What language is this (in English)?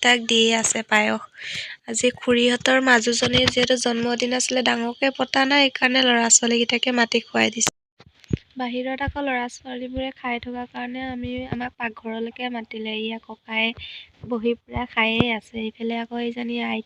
Assamese